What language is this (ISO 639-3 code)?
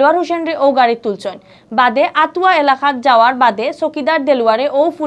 syl